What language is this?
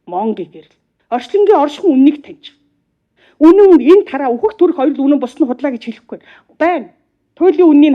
Mongolian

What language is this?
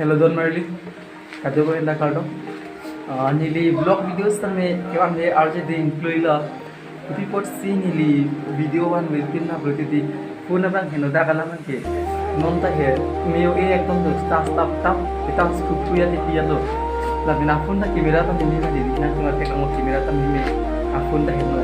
Karbi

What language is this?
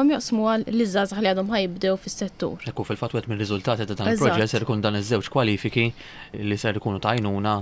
Maltese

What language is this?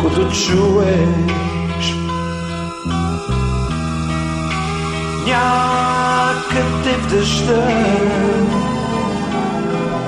Bulgarian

